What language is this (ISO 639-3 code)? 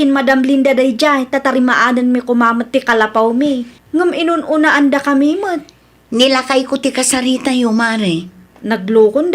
ilo